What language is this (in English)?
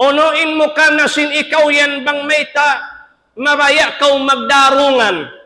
Tausug